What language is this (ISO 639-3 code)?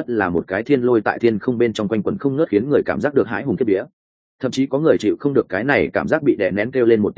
vie